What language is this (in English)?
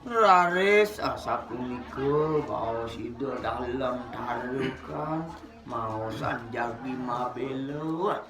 Balinese